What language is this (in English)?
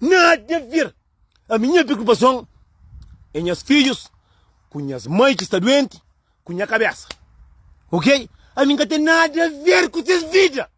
Kabuverdianu